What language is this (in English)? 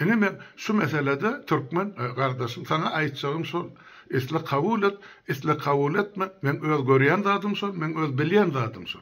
Turkmen